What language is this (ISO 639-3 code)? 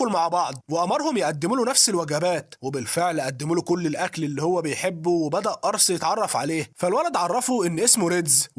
arz